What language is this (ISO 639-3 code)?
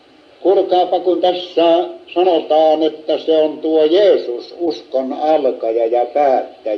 fin